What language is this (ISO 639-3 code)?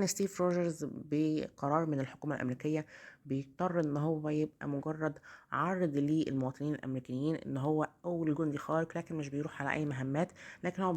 arz